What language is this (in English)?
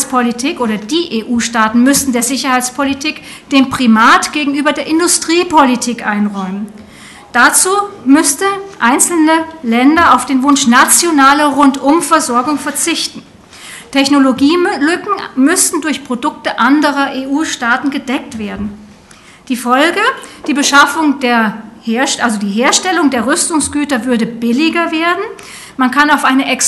German